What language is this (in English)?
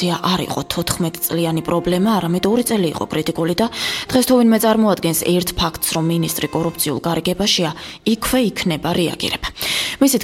Georgian